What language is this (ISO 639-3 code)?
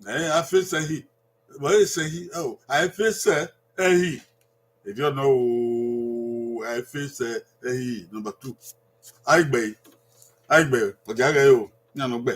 bin